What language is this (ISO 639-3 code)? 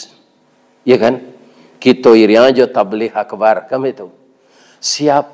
min